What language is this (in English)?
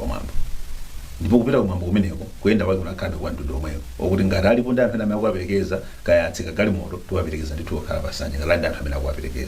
Nyanja